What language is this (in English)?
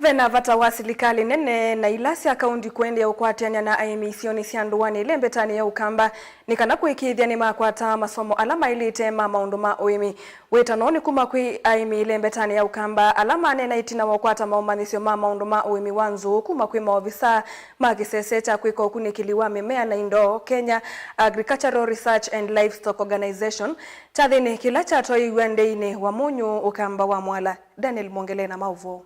Kamba